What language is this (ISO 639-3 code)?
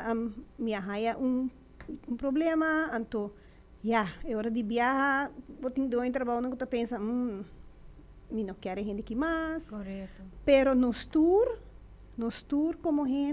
pap